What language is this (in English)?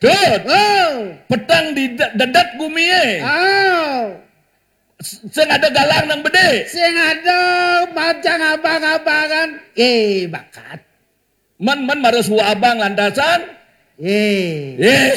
Balinese